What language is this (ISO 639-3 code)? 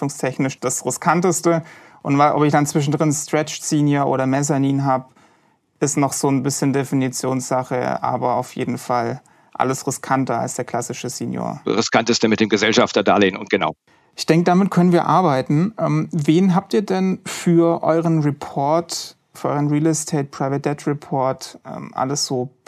deu